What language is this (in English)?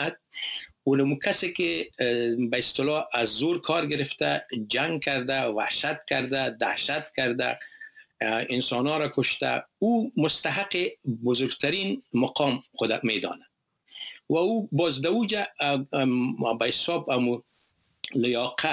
Persian